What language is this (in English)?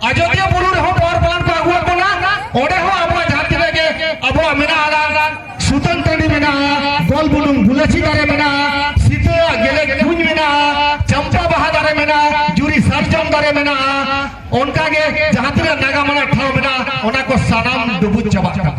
Santali